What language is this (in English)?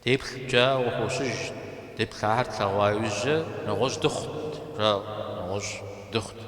Kabardian